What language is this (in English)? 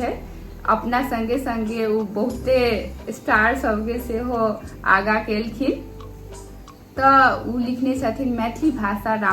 Maithili